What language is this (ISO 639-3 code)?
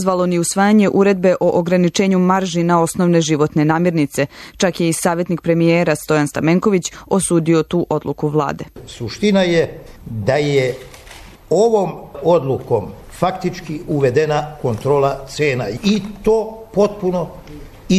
srp